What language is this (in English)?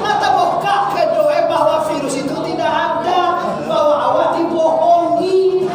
Minangkabau